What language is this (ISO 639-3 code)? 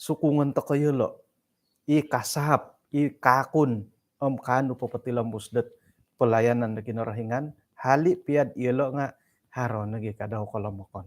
dtp